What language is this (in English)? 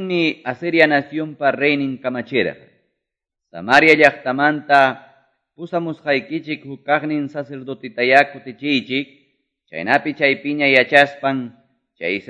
Quechua